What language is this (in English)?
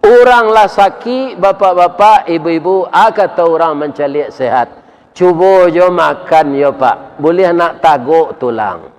Minangkabau